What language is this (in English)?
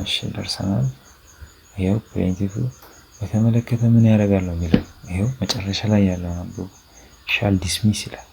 Amharic